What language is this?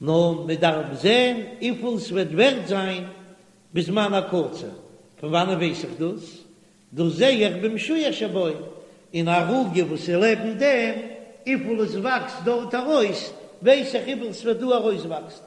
Yiddish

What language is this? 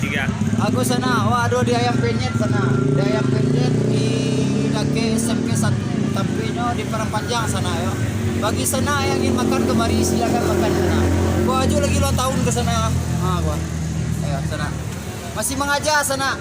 Minangkabau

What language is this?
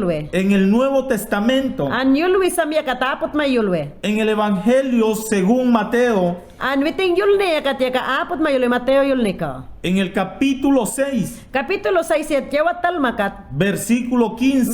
Mayangna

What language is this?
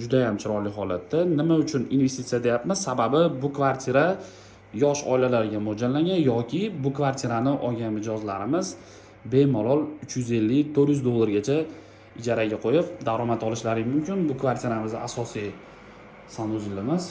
Uzbek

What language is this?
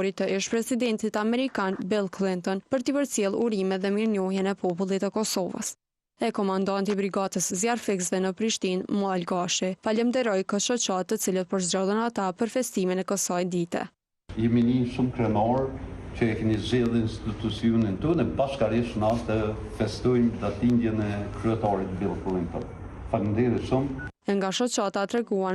Albanian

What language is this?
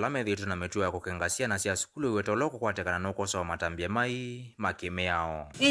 Kamba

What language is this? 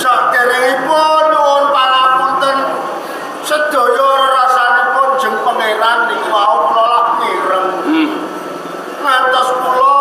Javanese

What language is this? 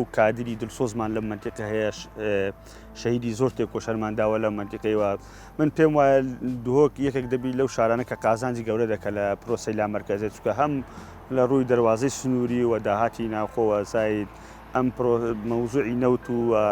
Central Kurdish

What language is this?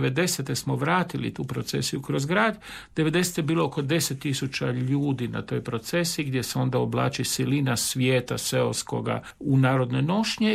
Croatian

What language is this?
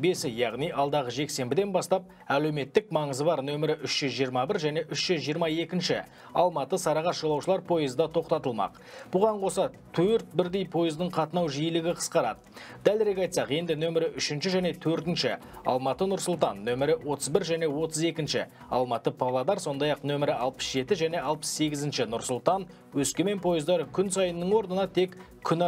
Kazakh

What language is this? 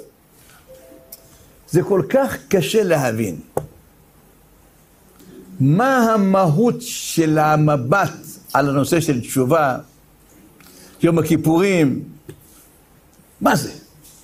Hebrew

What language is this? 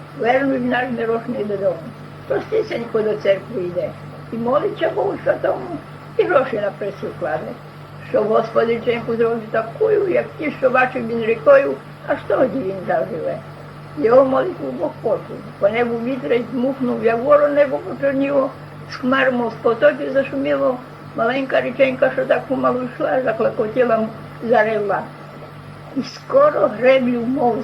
Rusyn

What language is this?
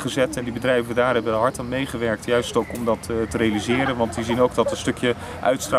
Dutch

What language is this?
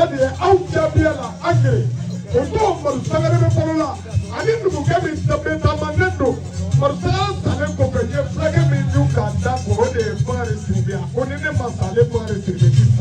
Bambara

